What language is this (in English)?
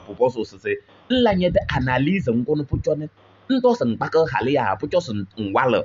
Kabiyè